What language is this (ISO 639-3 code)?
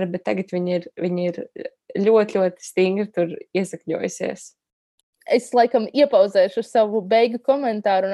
lav